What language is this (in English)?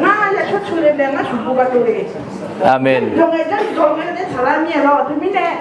Akha